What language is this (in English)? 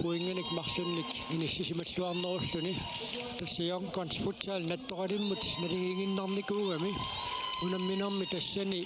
Kalaallisut